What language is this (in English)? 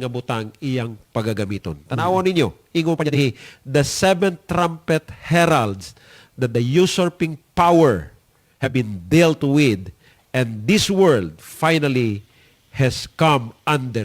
Cebuano